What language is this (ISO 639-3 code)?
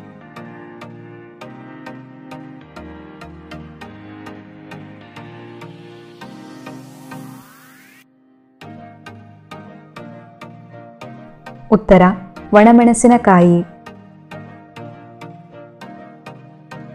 kan